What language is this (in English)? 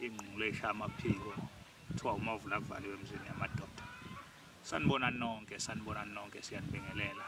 Zulu